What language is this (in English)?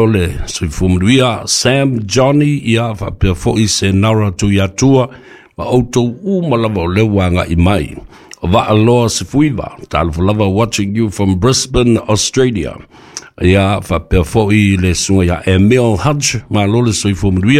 Samoan